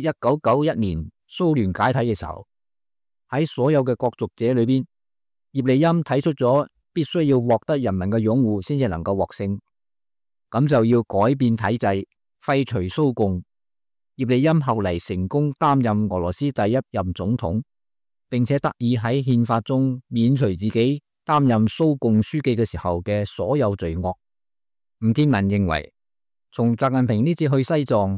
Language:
Cantonese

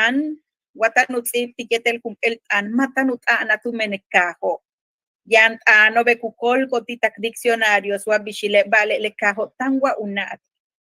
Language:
Yucateco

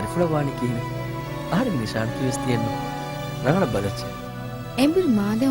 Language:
Divehi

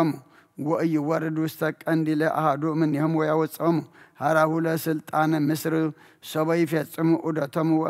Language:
Geez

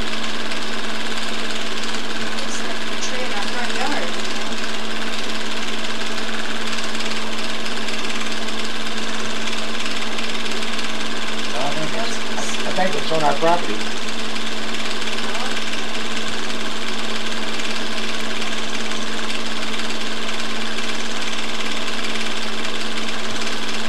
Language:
English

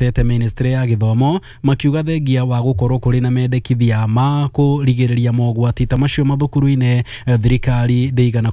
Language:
Kikuyu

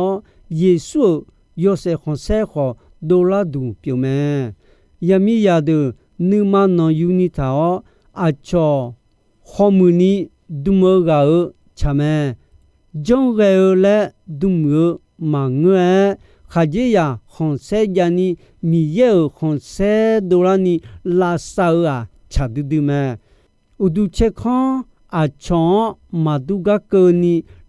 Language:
Akha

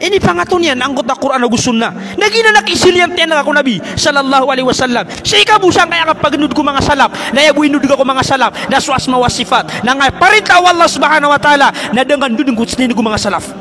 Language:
Maranao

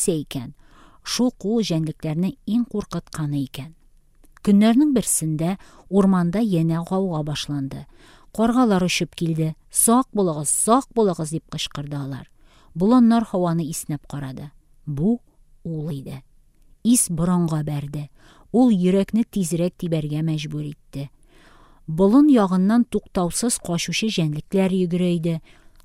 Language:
Tatar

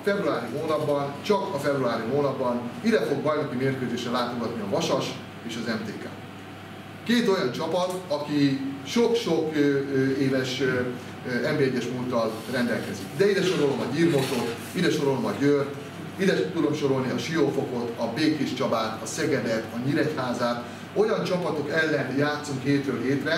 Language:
Hungarian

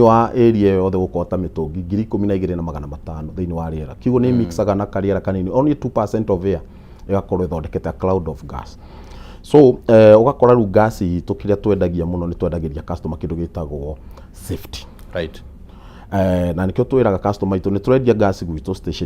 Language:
Kikuyu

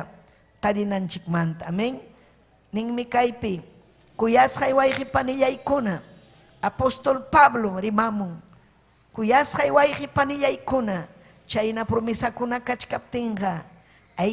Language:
Ayacucho Quechua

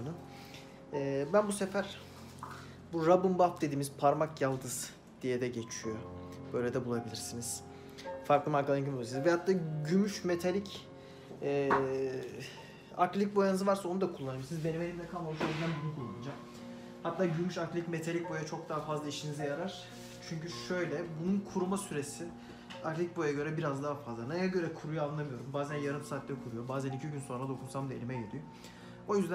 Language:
Turkish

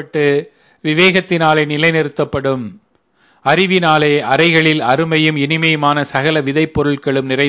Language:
Tamil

